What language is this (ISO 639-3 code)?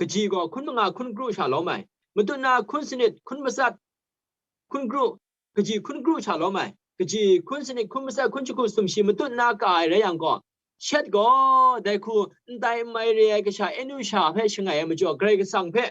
kac